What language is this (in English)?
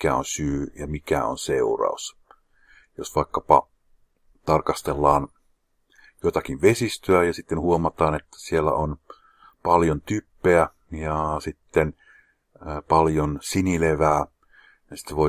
Finnish